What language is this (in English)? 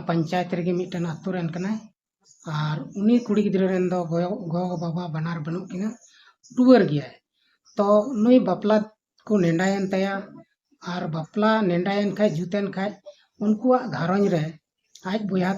Santali